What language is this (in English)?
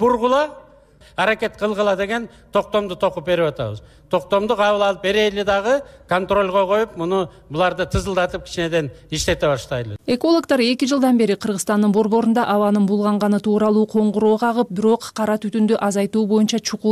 Kyrgyz